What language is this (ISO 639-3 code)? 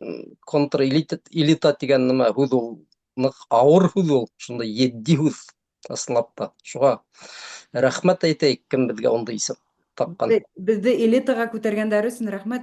bak